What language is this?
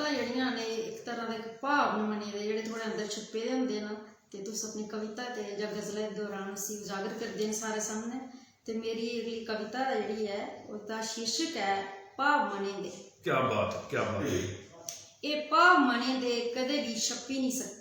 Dogri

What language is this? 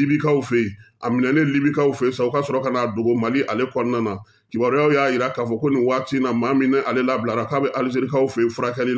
Bambara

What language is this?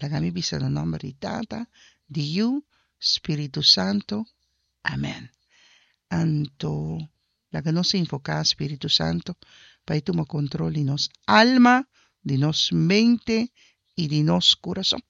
Papiamento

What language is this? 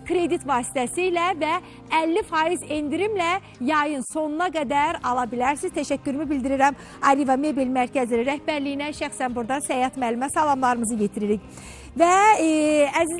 Azerbaijani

